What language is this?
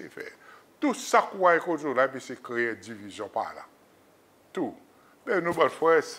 Seselwa Creole French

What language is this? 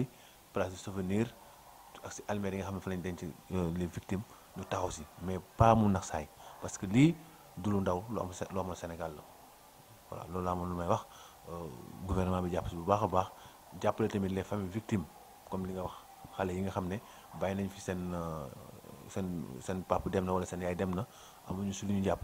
Wolof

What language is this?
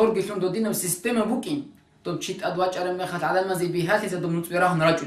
Avaric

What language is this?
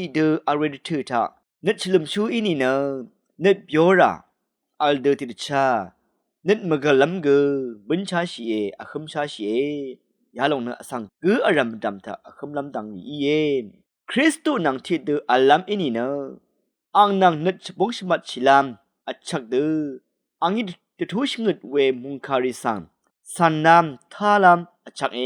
Rawang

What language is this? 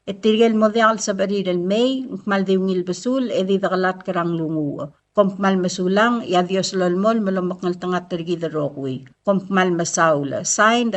Palauan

